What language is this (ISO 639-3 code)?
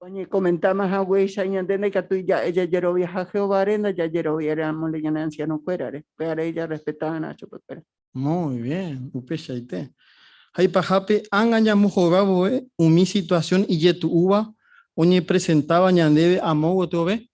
grn